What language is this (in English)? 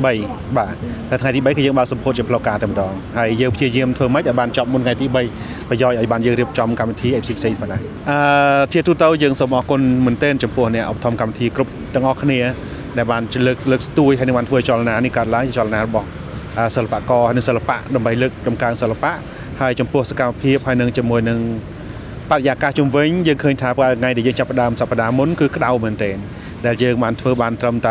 Khmer